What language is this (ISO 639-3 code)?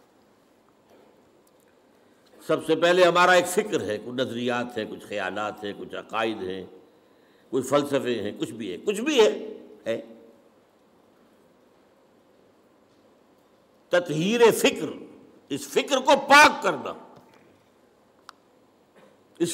urd